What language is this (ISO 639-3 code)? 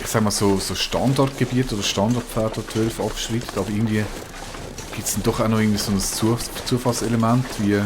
gsw